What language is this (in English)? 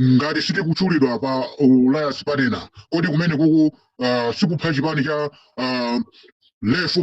Nyanja